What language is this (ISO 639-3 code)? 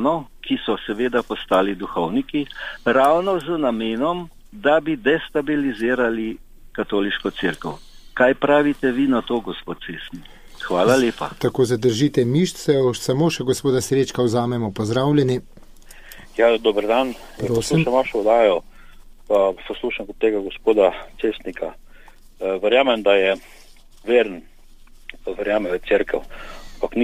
slv